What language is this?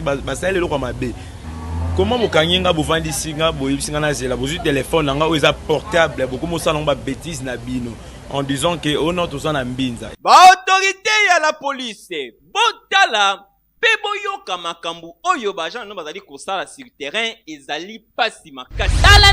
Lingala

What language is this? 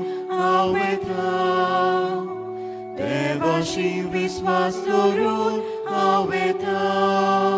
Konkani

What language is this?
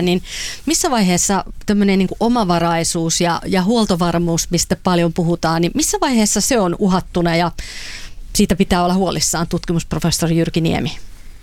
Finnish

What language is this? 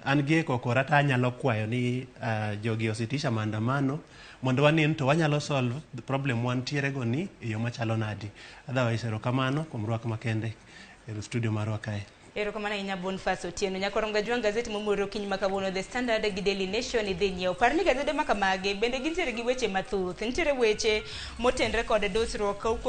Luo (Kenya and Tanzania)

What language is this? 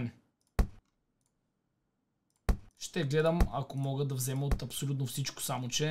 Bulgarian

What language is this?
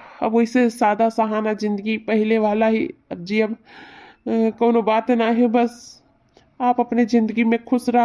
Awadhi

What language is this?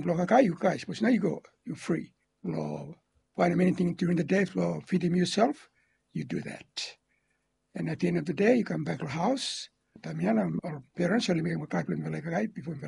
Bislama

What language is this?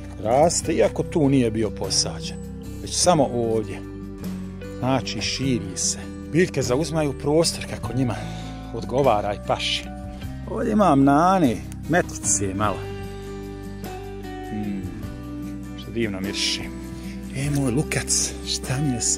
Croatian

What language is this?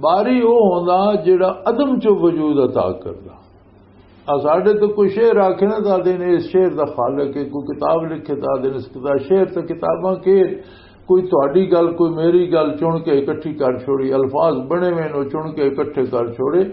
Western Panjabi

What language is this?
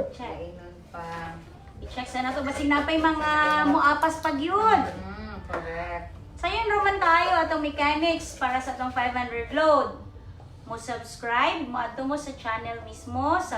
Cebuano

